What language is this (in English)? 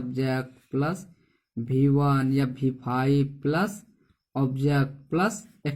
Angika